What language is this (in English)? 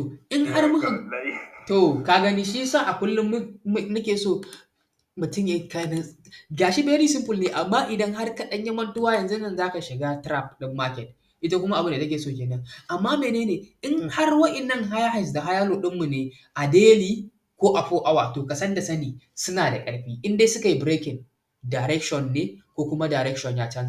Hausa